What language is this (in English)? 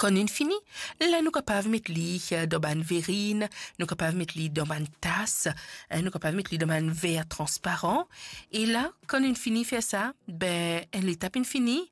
Morisyen